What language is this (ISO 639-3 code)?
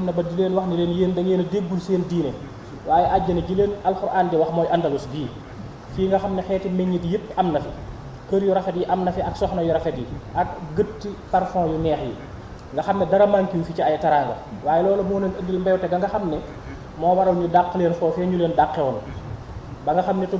wol